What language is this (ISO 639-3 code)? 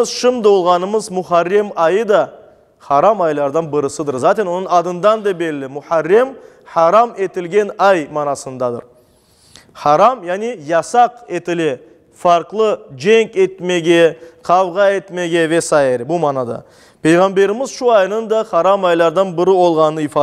crh